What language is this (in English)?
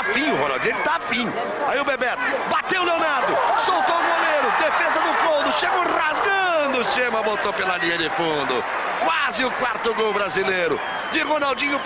Portuguese